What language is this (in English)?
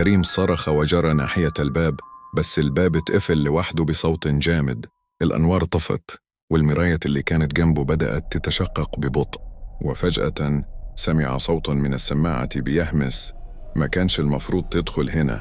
Egyptian Arabic